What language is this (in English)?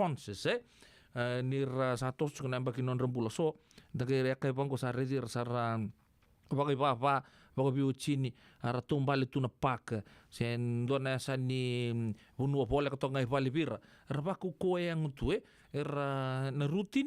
Fijian